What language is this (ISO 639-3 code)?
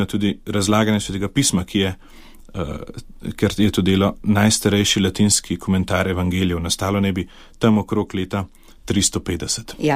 slv